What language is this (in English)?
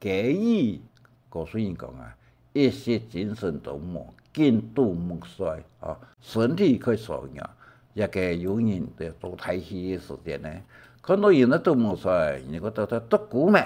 Hakka Chinese